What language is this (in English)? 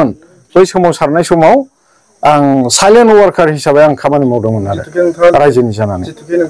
Bodo